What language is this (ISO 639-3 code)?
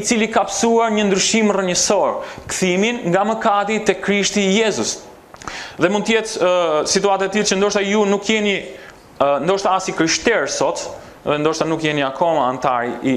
sqi